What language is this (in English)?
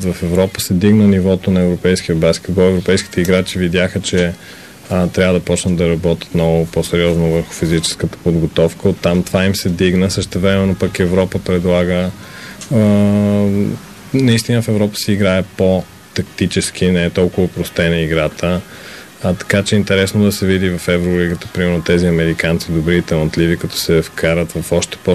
Bulgarian